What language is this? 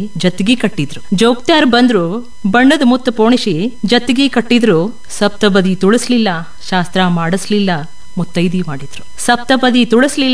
Kannada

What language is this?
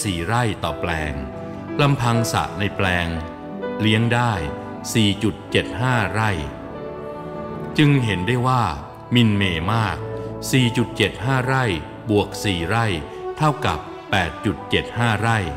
Thai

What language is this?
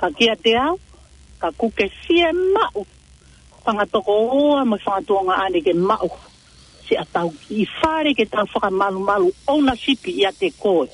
Tongan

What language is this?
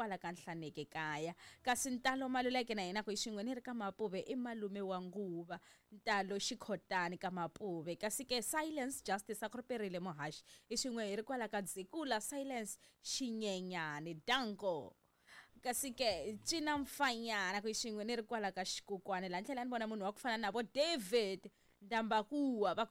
Tsonga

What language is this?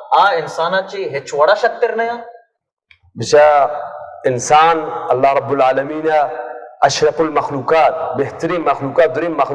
Baluchi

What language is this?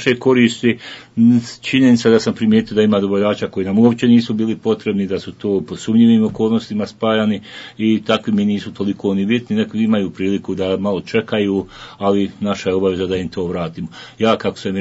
Bosnian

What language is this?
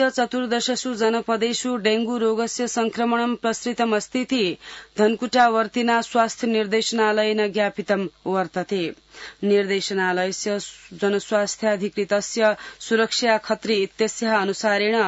Sanskrit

